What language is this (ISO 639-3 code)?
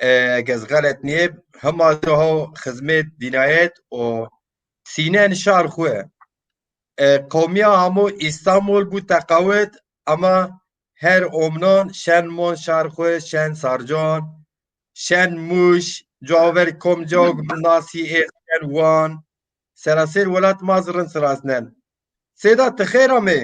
zza